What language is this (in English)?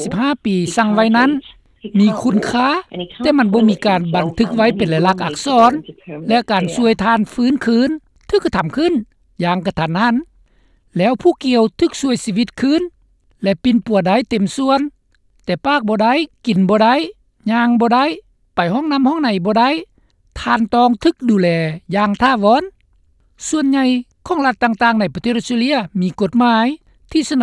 Lao